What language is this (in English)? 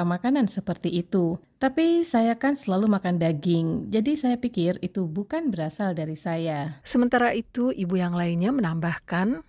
Indonesian